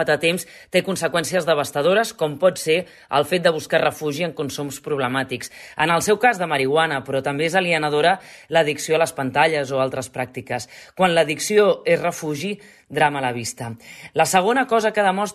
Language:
Catalan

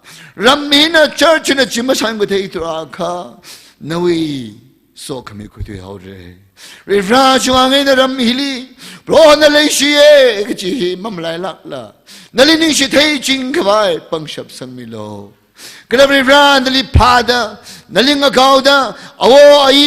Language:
Tangkhul Naga (India)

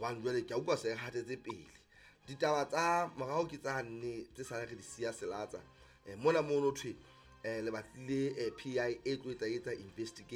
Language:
Southern Sotho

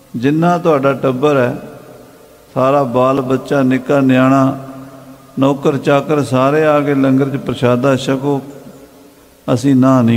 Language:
Punjabi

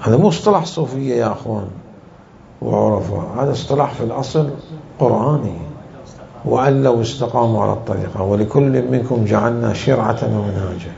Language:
Mesopotamian Arabic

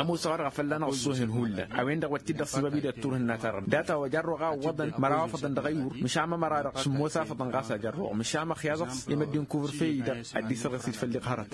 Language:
Tamasheq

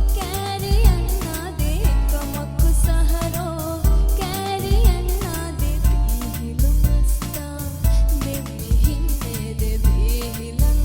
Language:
Divehi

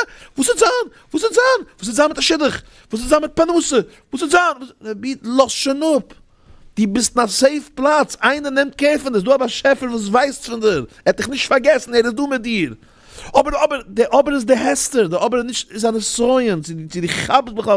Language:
Yiddish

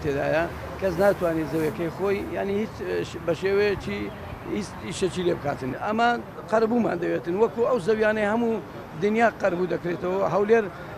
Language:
Central Kurdish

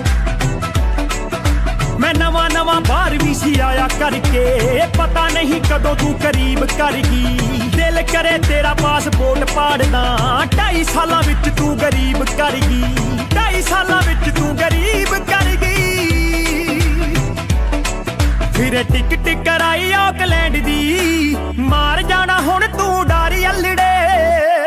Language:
Punjabi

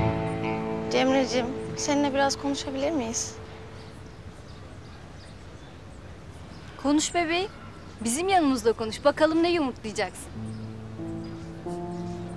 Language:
Turkish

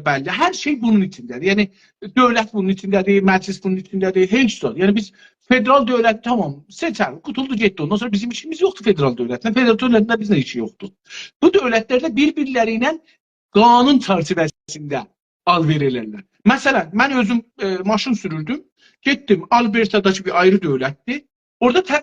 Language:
South Azerbaijani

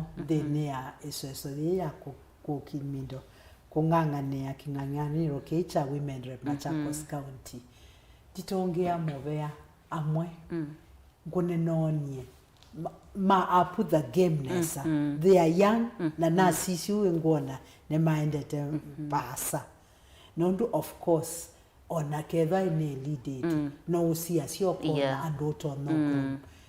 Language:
Kamba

